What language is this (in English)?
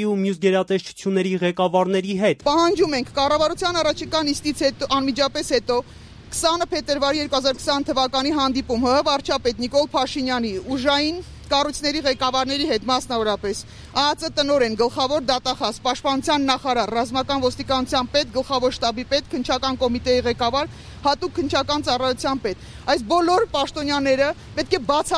Armenian